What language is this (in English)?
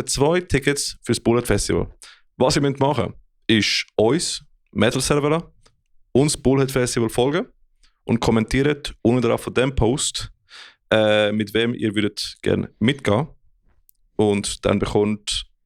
Swiss German